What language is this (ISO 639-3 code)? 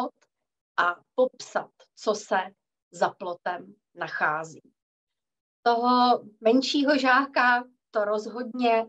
ces